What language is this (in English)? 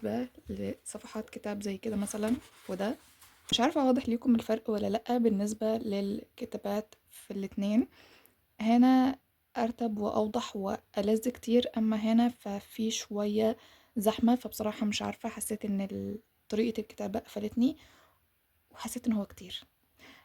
Egyptian Arabic